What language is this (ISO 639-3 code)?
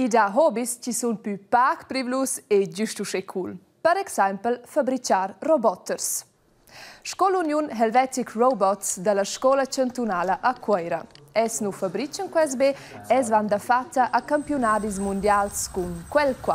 roh